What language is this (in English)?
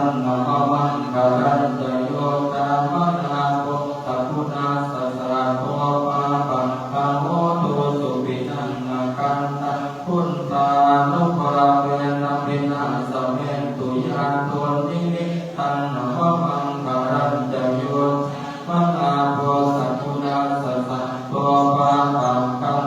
Pali